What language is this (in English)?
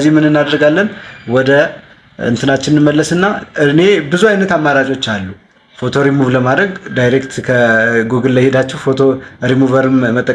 Amharic